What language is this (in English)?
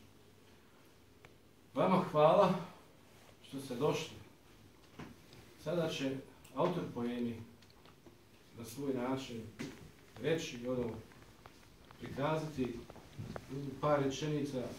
Bosnian